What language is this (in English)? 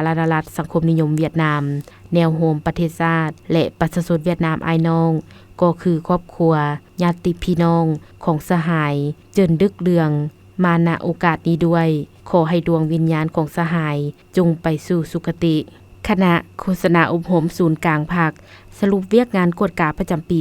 Lao